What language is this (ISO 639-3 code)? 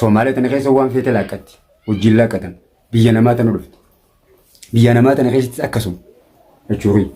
orm